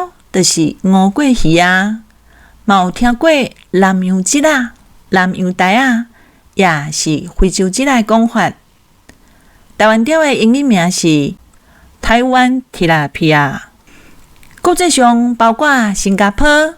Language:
Min Nan Chinese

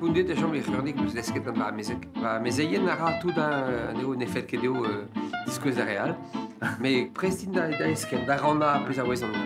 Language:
Breton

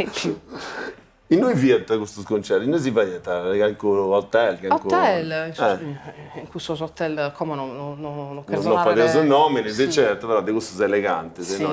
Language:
Sardinian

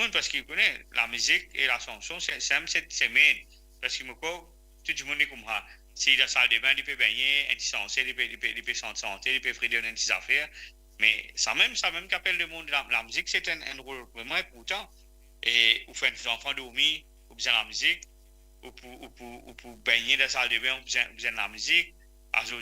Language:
Morisyen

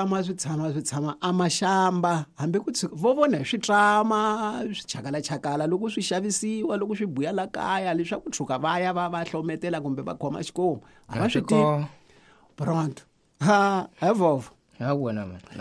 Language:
Tsonga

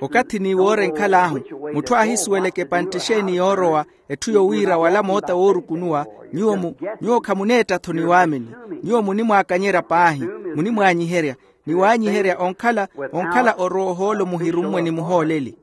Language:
Makhuwa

